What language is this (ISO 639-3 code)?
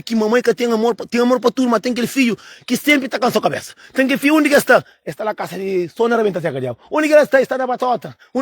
kea